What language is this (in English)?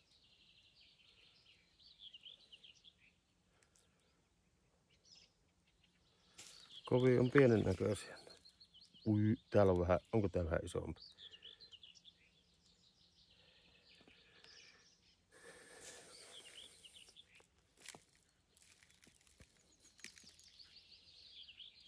Finnish